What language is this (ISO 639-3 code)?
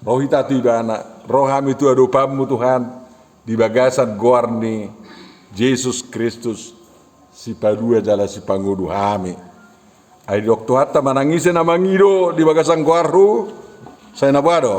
bbc